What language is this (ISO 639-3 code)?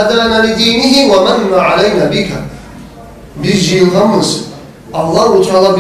kum